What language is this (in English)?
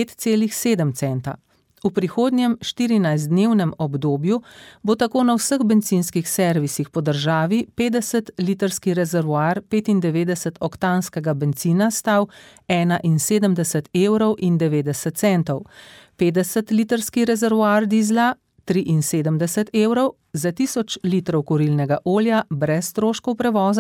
Slovenian